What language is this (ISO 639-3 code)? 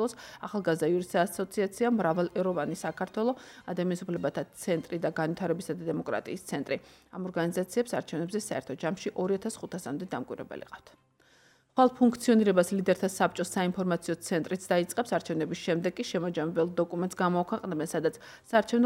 kat